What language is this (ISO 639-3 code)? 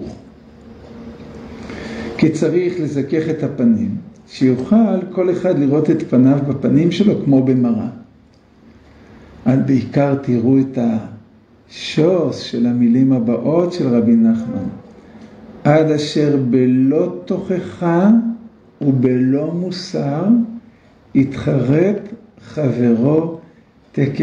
heb